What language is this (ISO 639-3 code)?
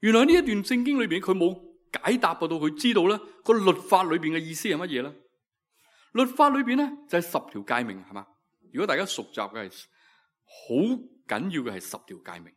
yue